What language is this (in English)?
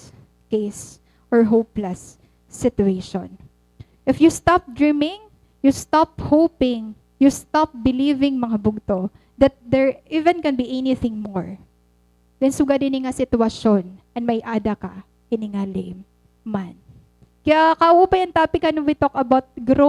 Waray